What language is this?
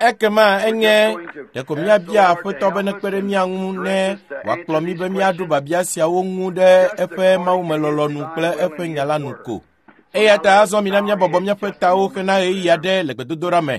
Ewe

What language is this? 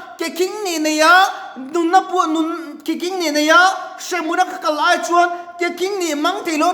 Mizo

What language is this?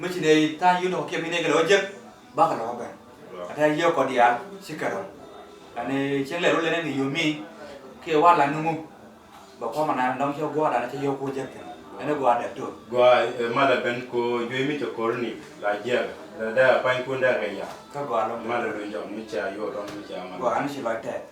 Nuer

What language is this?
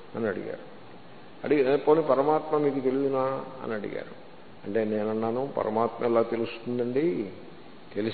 Telugu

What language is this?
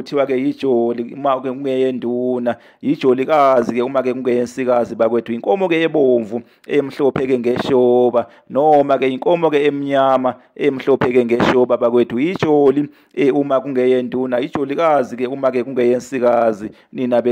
Zulu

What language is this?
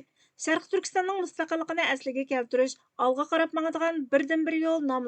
Uyghur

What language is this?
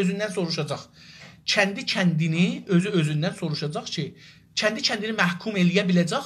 South Azerbaijani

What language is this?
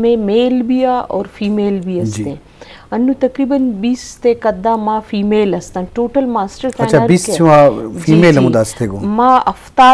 Eastern Balochi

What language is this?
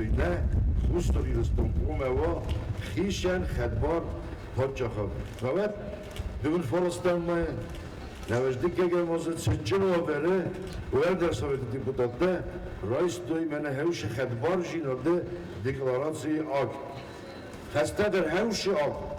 Ossetic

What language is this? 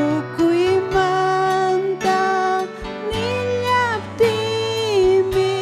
Ayacucho Quechua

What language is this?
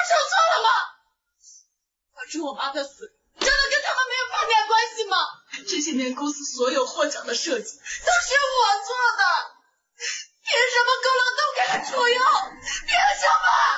Chinese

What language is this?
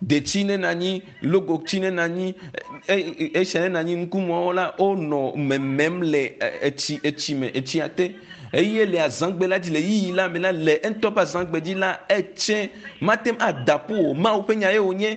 Ewe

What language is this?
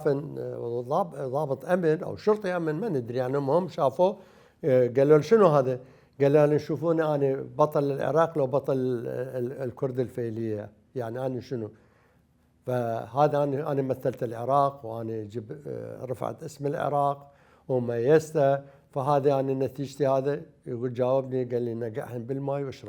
Mesopotamian Arabic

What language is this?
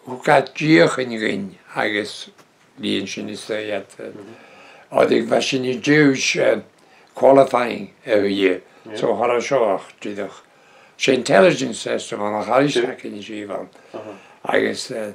Breton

